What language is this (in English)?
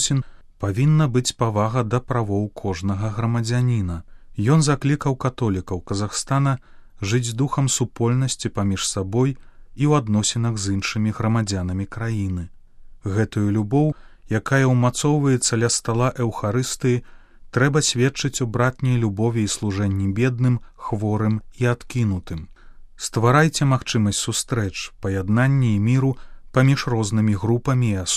Belarusian